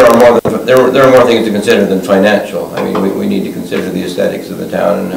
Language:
English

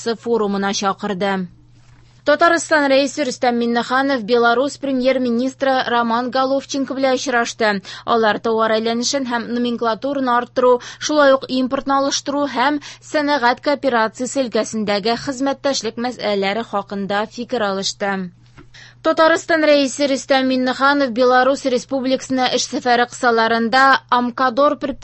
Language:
Tatar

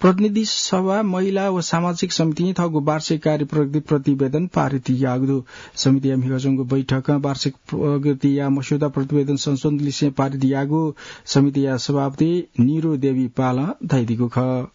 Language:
Newari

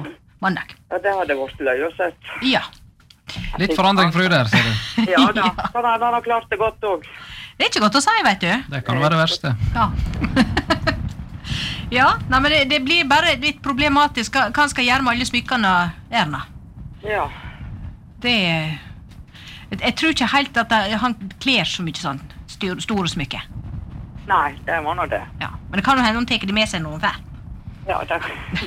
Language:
Norwegian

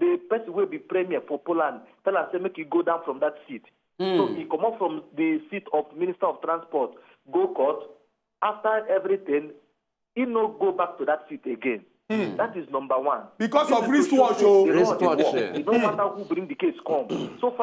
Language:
Nigerian Pidgin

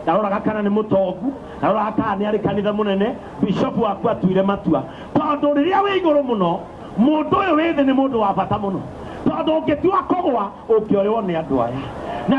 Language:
Kikuyu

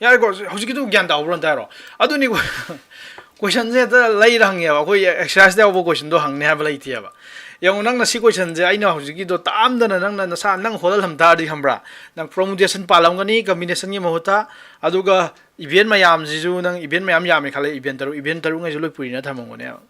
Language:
Manipuri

